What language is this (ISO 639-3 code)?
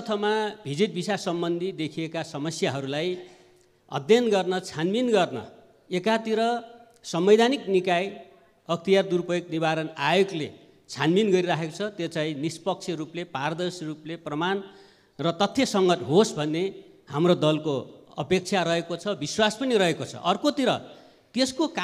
nep